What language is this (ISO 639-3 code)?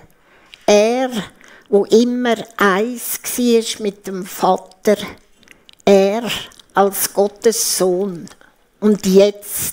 gsw